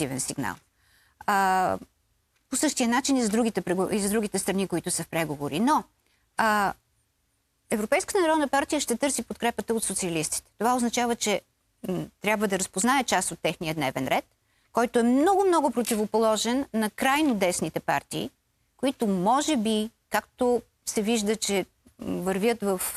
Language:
Bulgarian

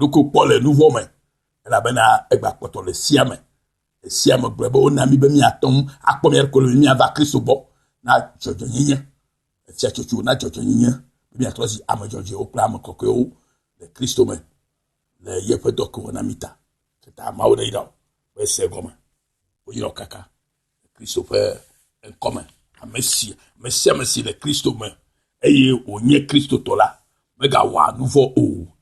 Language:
Ewe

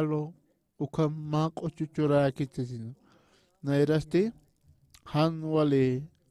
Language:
Aymara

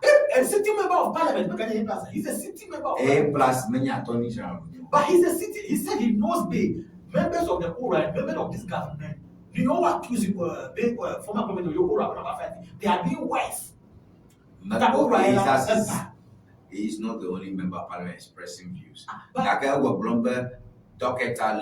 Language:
Ewe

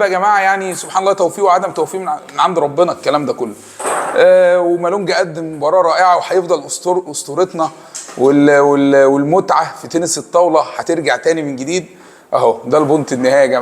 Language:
Egyptian Arabic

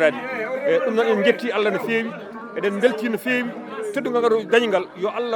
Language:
Fula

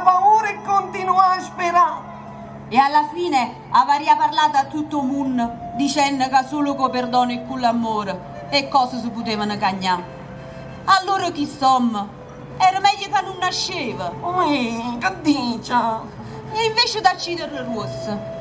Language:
Neapolitan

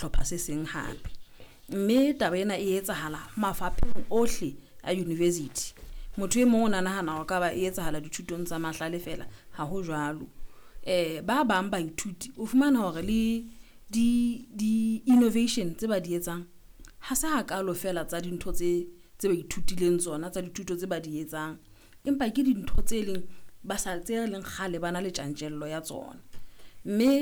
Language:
Southern Sotho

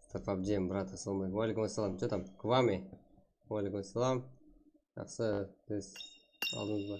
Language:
Kara-Kalpak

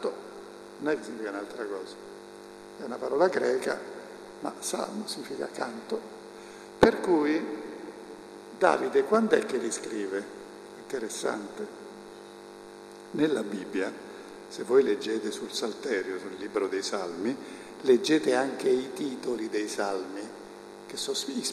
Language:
Italian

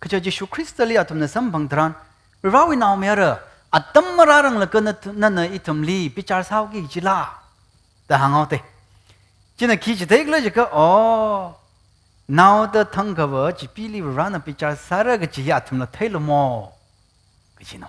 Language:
Tangkhul Naga (India)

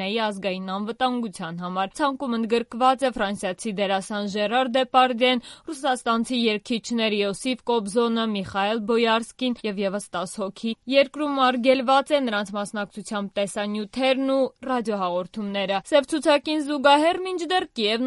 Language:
Armenian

